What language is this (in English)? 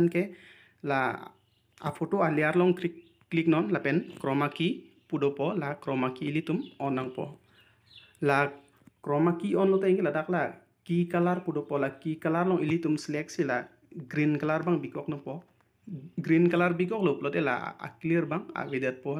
Karbi